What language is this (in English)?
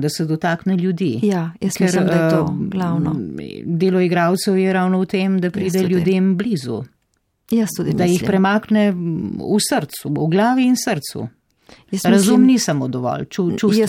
Slovenian